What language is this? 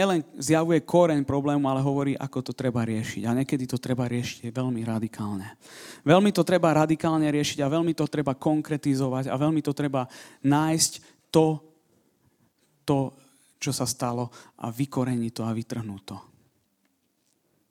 Slovak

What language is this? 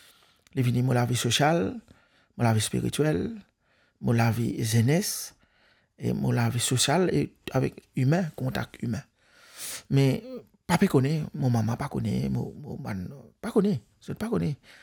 Morisyen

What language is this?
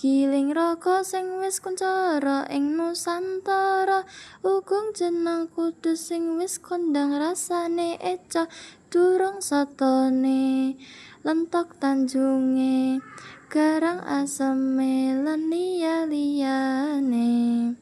Javanese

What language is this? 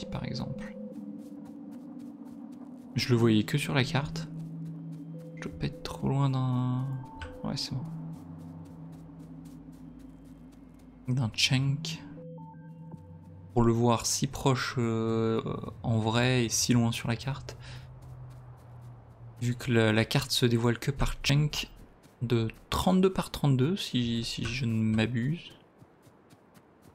French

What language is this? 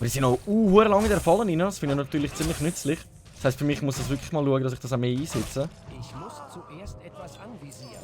Swiss German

